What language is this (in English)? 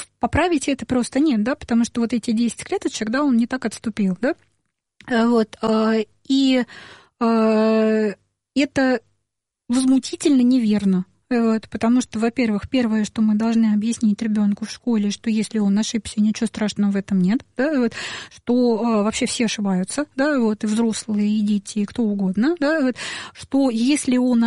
Russian